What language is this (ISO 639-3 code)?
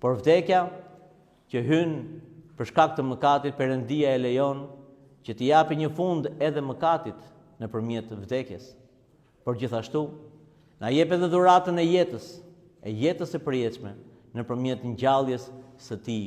sqi